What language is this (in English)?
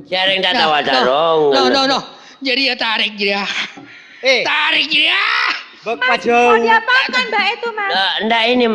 Madurese